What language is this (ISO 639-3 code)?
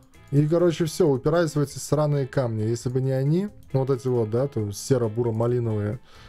rus